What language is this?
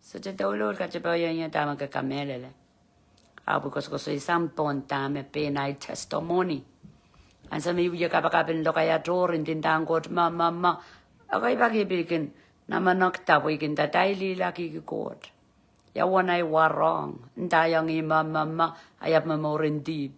Pohnpeian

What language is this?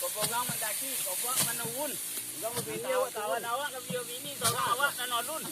Minangkabau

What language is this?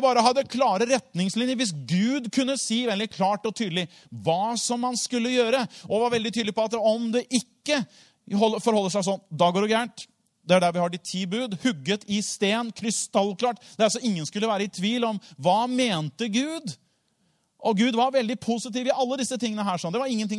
Norwegian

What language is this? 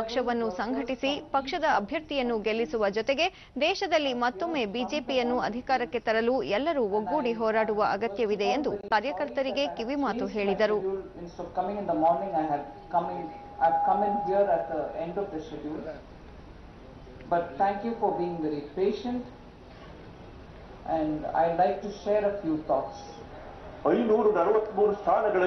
Kannada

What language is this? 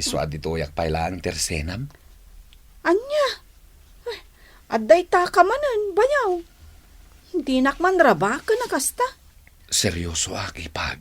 Iloko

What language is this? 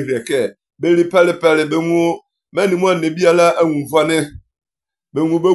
Serbian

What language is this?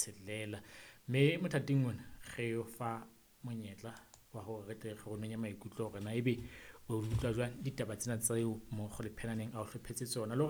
Southern Sotho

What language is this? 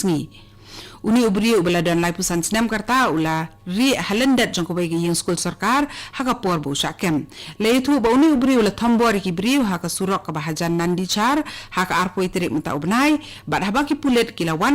Khasi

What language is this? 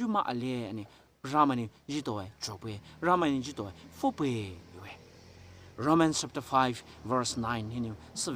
Poumei Naga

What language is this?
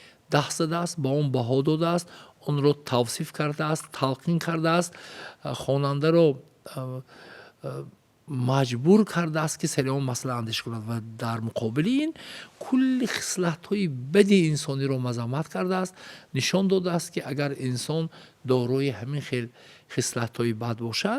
Tajik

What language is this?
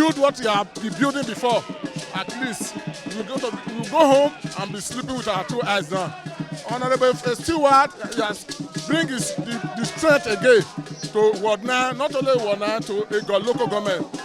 Nigerian Pidgin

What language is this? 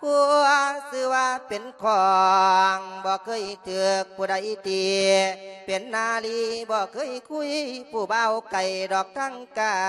Lao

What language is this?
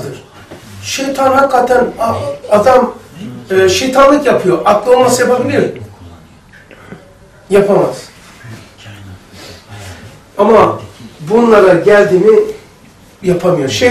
Turkish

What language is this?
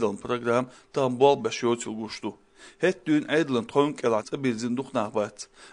Chechen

